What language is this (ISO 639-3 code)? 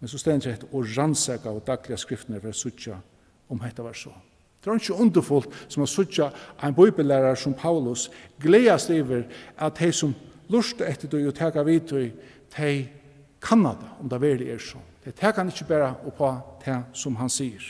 fao